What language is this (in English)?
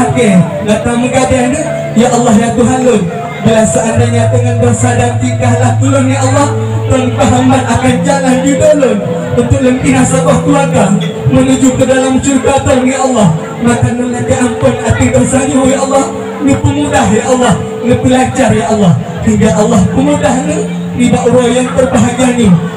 Achinese